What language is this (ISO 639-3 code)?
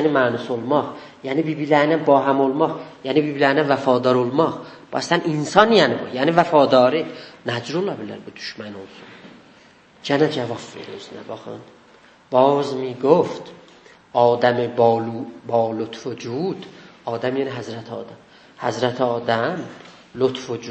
azb